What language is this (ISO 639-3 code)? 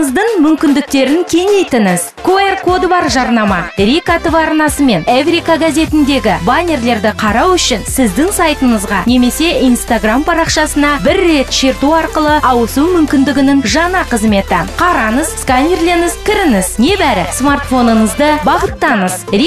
kaz